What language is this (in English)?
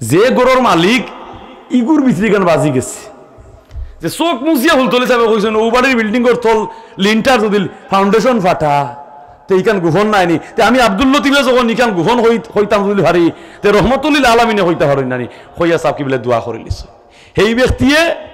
Sylheti